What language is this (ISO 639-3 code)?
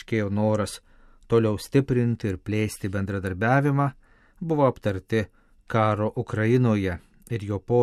lit